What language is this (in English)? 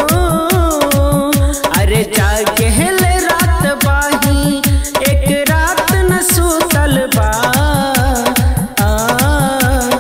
Bhojpuri